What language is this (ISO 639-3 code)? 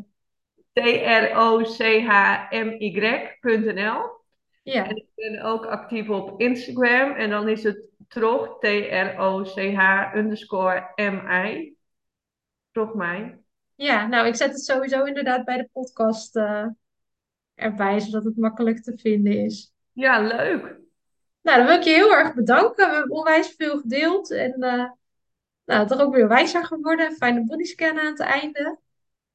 nld